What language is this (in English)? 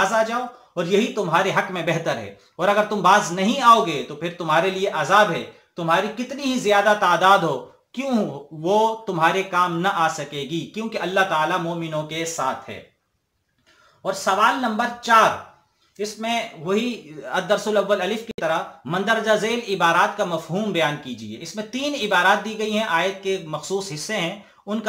Urdu